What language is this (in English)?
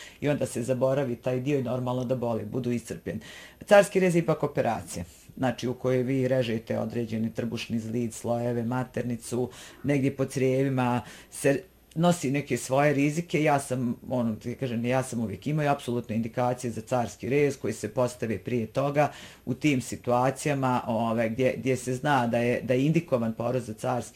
Bosnian